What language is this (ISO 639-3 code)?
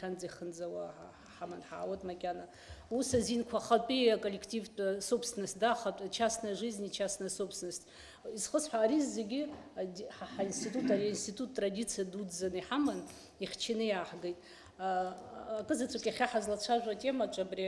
abk